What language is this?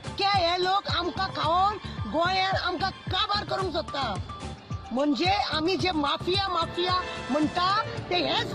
Konkani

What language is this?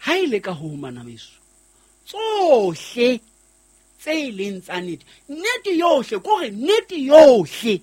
Southern Sotho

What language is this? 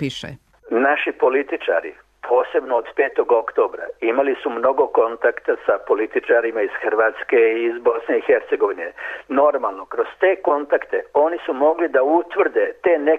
Serbian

